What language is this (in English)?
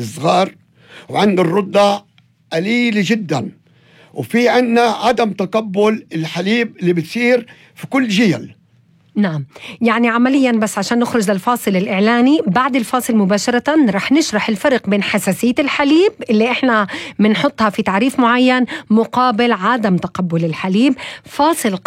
North Levantine Arabic